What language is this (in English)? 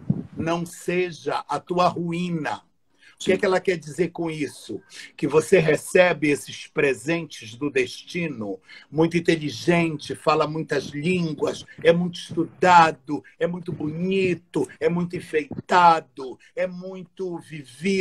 Portuguese